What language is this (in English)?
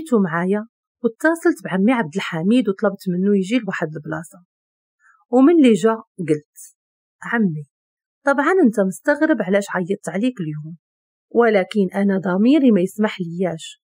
Moroccan Arabic